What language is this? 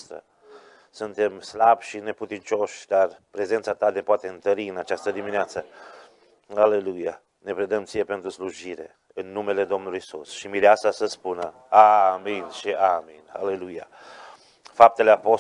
Romanian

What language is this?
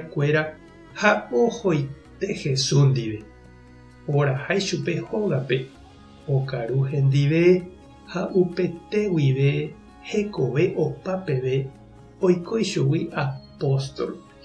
Guarani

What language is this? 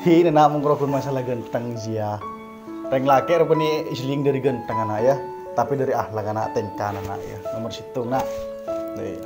Madurese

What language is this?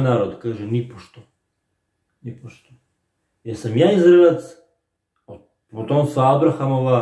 Serbian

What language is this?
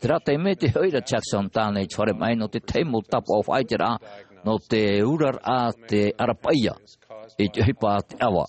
Tahitian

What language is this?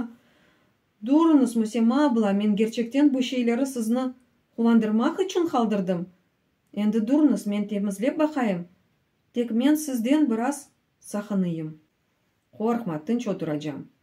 Crimean Tatar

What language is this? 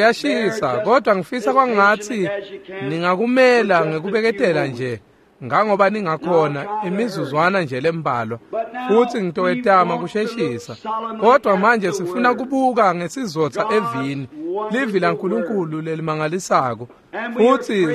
Swati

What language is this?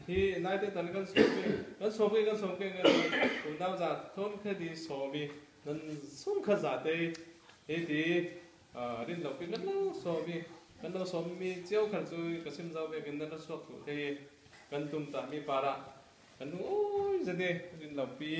Hakha Chin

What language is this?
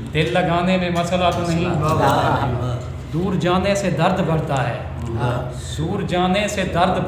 Saraiki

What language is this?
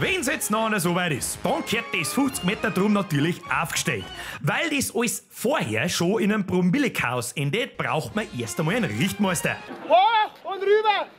Bavarian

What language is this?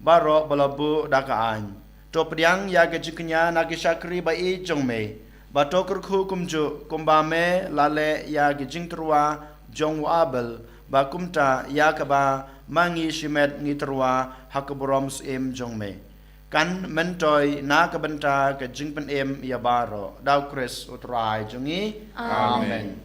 Khasi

